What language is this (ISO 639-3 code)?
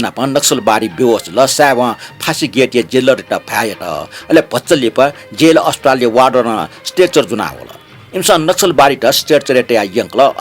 new